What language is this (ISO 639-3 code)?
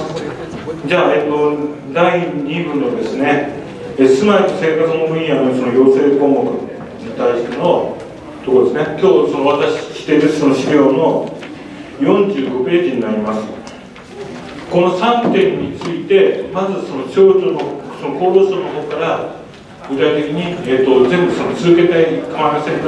jpn